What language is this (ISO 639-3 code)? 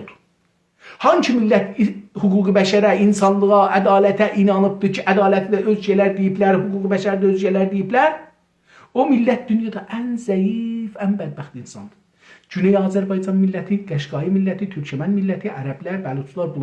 azb